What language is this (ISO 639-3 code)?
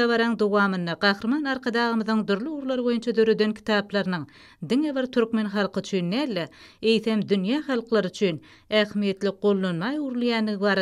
tuk